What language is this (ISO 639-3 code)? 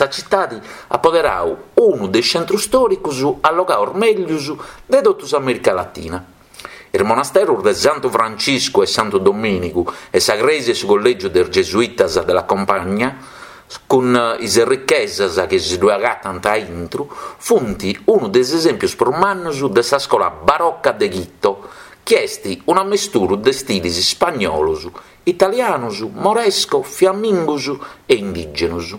srd